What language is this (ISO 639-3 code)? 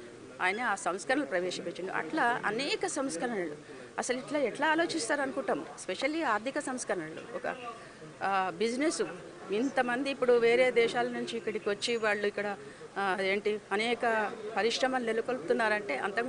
tel